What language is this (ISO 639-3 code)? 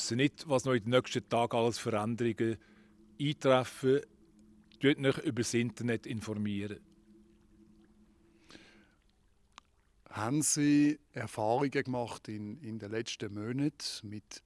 deu